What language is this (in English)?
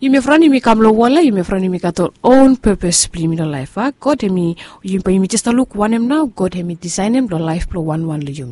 Bislama